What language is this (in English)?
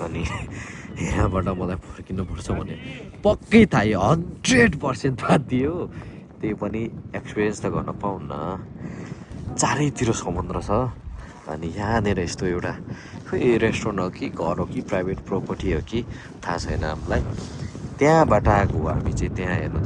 Nepali